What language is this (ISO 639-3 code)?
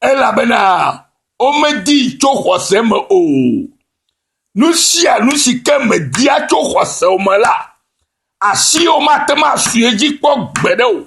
ewe